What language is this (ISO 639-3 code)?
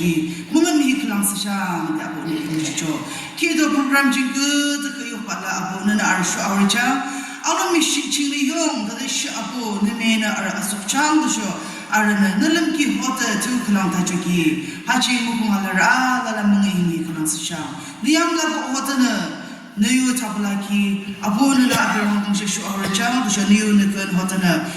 yim